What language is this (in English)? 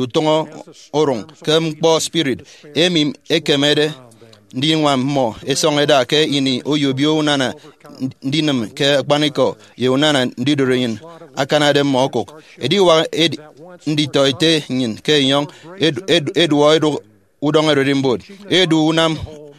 Efik